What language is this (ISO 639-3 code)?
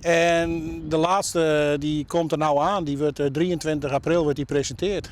fry